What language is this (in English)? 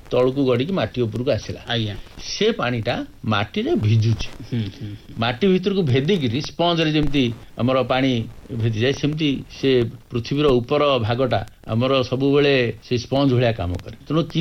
Odia